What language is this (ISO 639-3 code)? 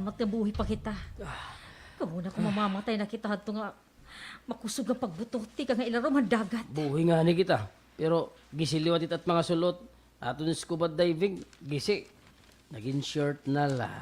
war